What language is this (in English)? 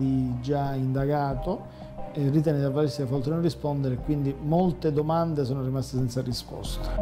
Italian